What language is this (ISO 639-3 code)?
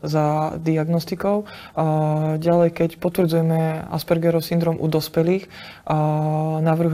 slk